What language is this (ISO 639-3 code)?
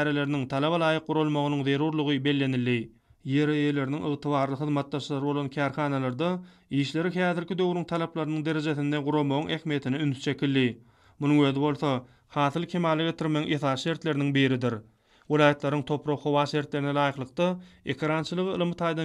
tuk